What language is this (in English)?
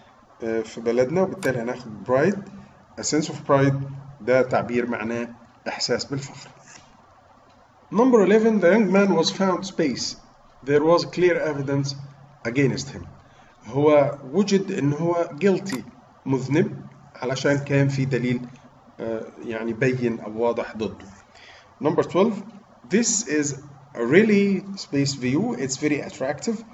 Egyptian Arabic